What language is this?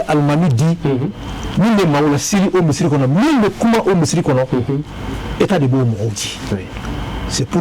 Bambara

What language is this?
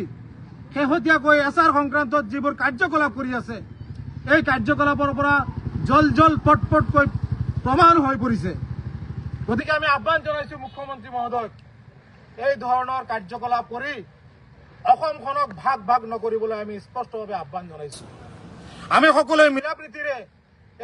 Assamese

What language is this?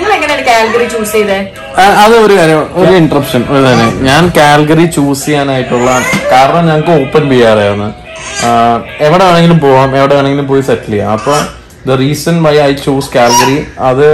Malayalam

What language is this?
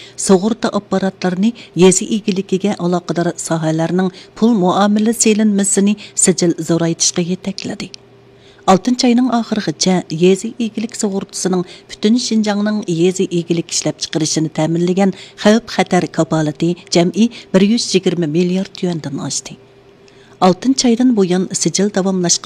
Uyghur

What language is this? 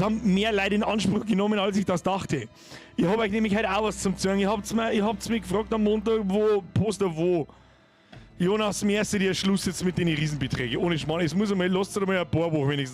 Bavarian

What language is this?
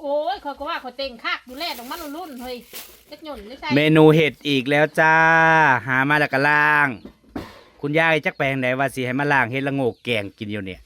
Northeastern Thai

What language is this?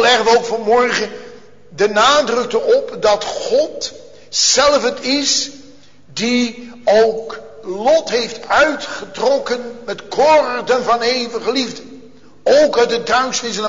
Dutch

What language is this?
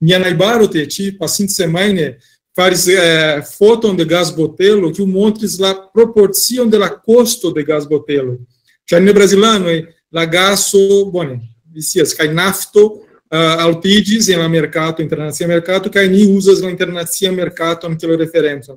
Esperanto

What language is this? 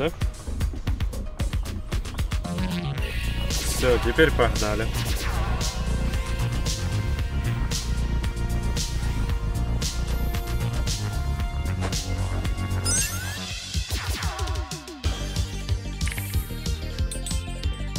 Russian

